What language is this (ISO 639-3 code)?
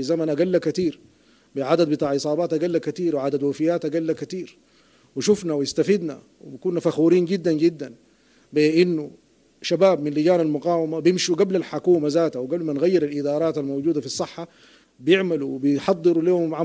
apd